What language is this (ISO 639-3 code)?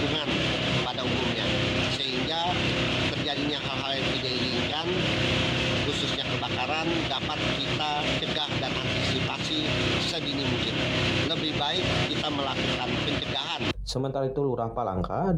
ind